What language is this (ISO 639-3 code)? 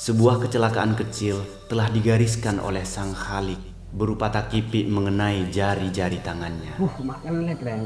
mad